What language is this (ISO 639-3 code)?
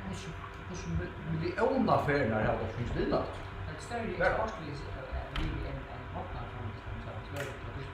fao